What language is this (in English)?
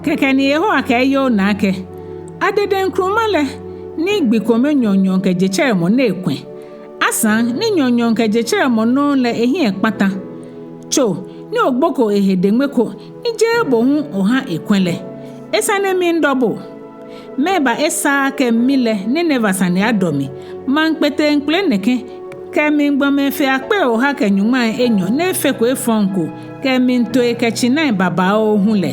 Ga